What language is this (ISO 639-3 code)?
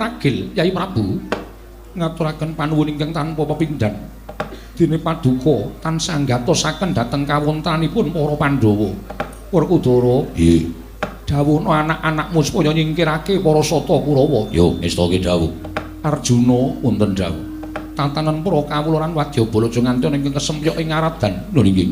jav